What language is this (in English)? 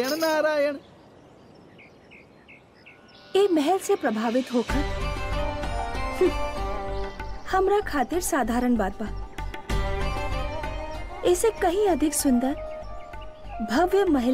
Bhojpuri